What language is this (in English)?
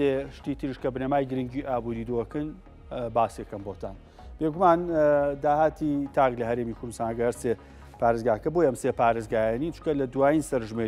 Central Kurdish